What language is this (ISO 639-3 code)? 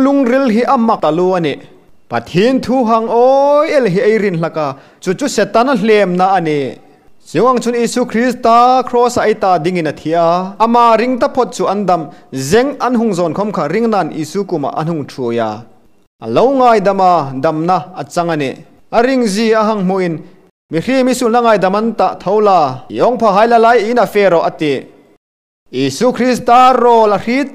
hmr